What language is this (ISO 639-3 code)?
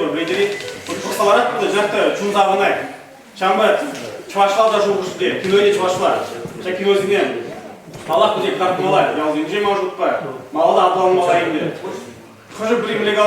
chv